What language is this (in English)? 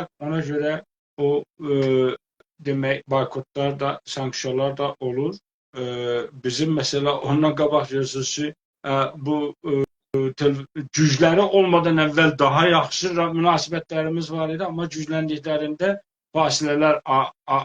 South Azerbaijani